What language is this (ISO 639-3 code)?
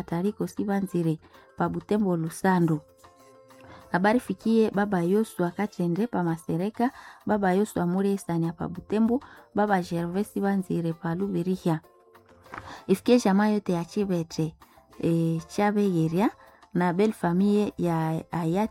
swa